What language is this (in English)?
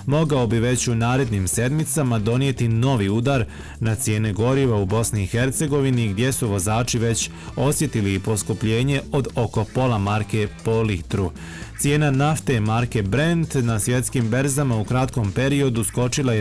Bosnian